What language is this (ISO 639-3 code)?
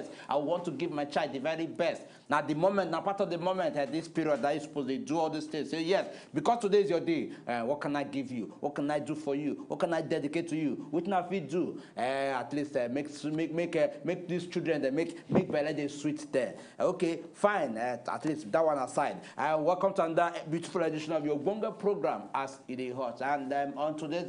pcm